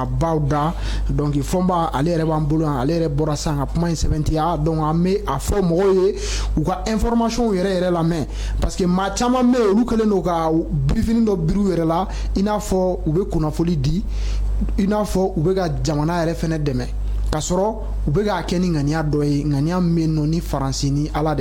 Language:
Bambara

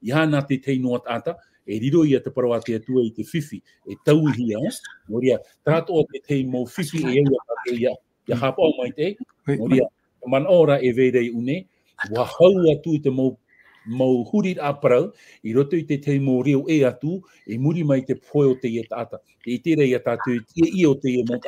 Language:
Tahitian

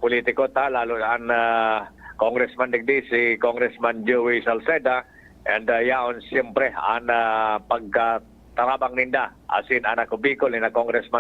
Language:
Bikol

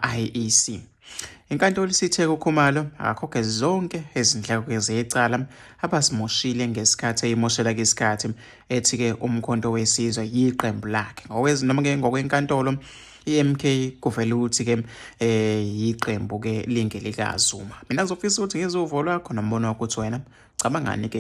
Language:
Zulu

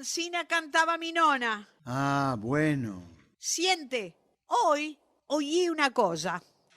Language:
Ladino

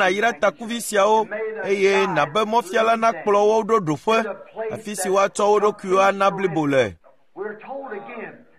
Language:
Ewe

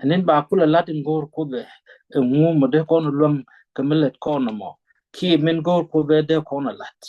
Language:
Nuer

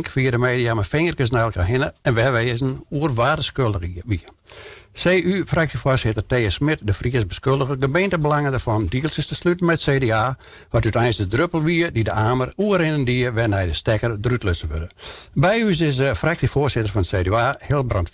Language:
Western Frisian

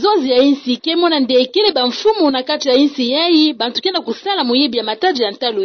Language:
Kituba (Democratic Republic of Congo)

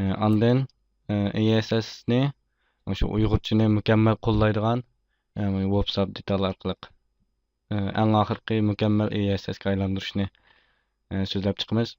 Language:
Uyghur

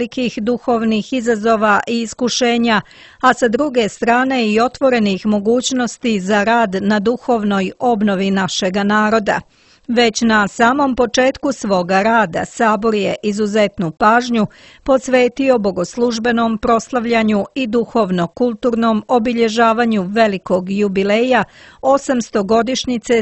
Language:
Serbian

